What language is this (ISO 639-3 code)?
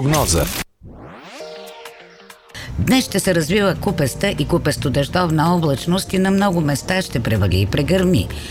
bul